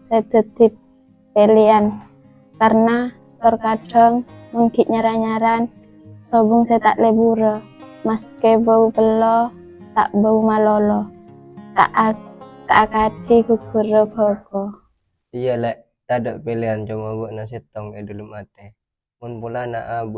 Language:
Madurese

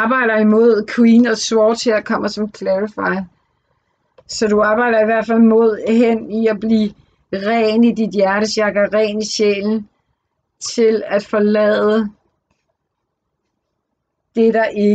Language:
Danish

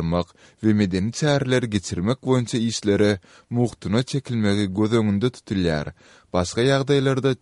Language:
Kyrgyz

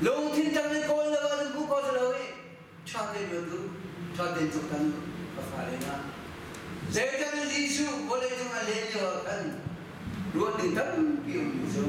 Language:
Hakha Chin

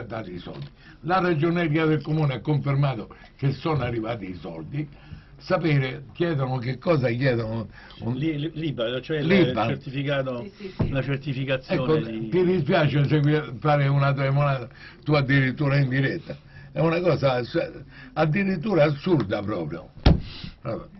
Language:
Italian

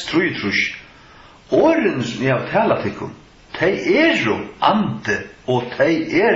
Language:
Faroese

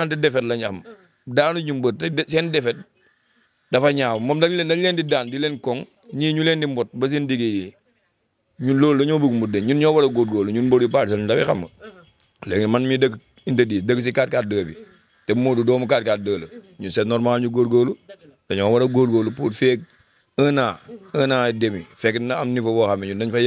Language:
Wolof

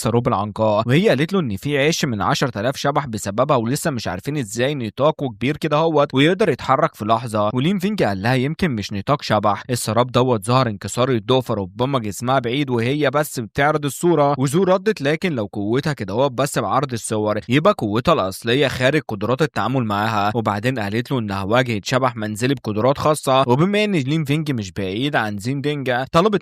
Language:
Egyptian Arabic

